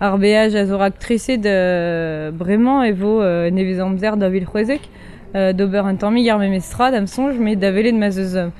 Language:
Breton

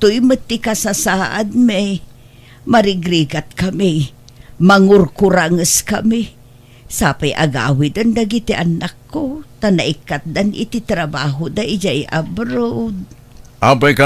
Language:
Iloko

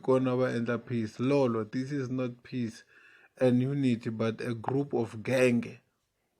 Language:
Tsonga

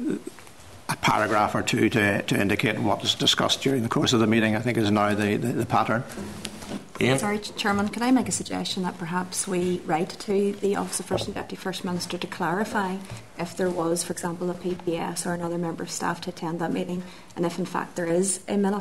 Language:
English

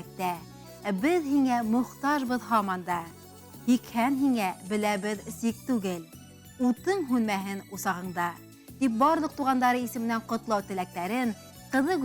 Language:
Bashkir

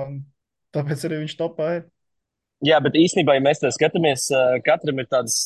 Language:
Latvian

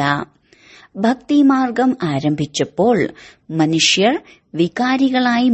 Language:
Malayalam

